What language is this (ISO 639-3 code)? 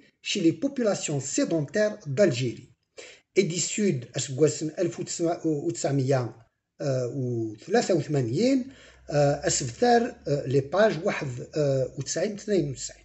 kab